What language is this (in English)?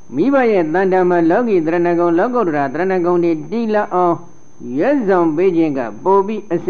Burmese